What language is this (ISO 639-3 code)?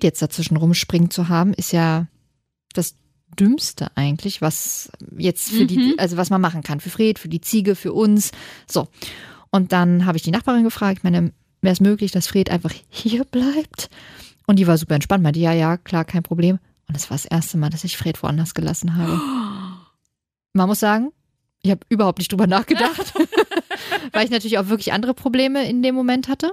deu